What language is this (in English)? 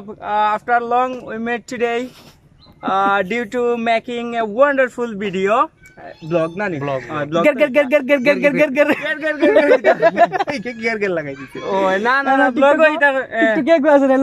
Sylheti